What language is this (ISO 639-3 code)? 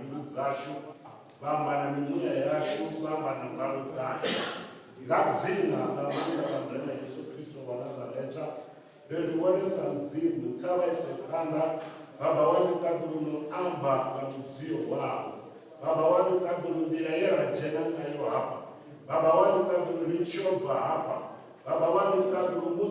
ven